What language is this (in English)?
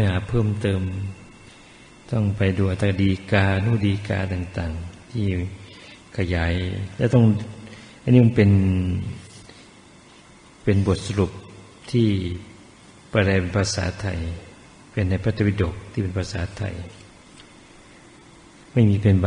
Thai